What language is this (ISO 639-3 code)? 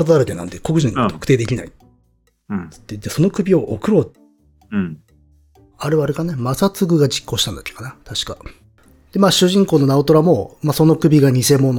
jpn